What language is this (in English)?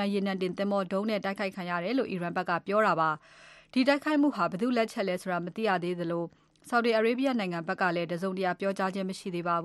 Burmese